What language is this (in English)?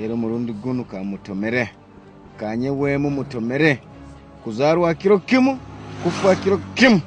Nyoro